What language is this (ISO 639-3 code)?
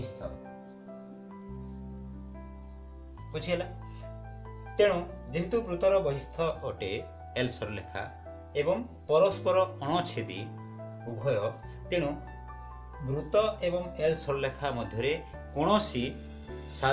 ori